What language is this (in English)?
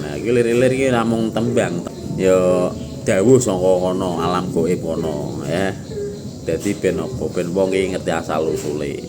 Javanese